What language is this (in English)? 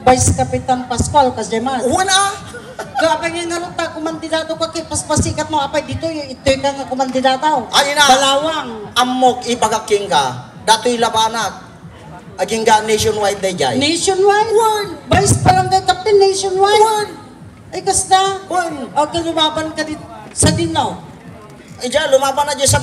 Iloko